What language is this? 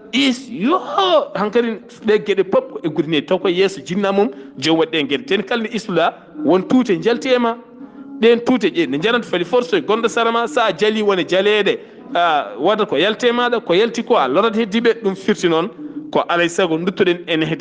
Fula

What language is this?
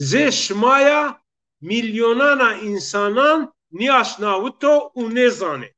Zaza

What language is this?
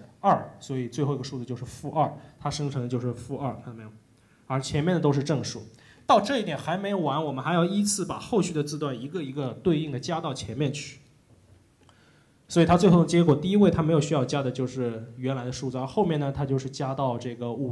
Chinese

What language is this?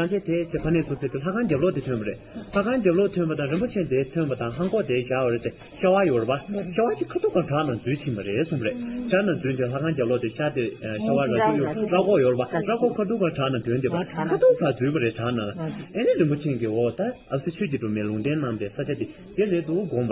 Tibetan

